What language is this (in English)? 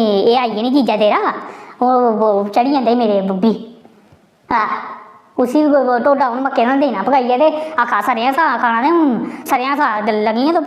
Dogri